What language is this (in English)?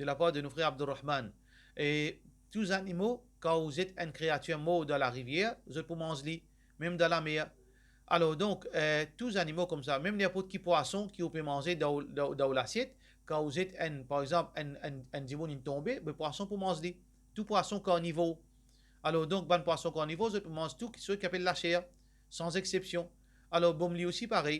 Morisyen